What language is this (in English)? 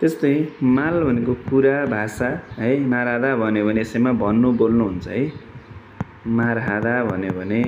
Nepali